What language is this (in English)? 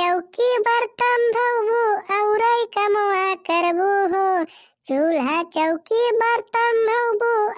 Bhojpuri